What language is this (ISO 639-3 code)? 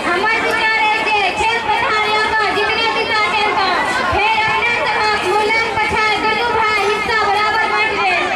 mai